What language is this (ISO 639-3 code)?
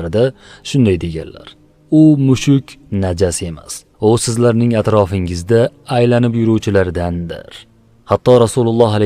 uzb